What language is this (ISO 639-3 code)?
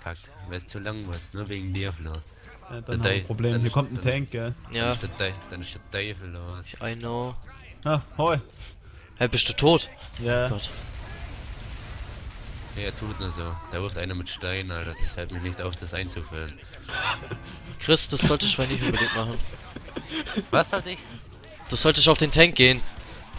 deu